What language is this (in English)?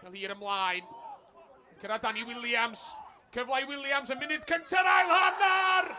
Welsh